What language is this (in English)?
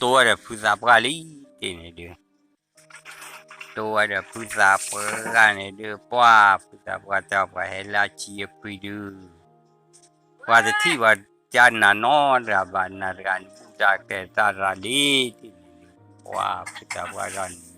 S'gaw Karen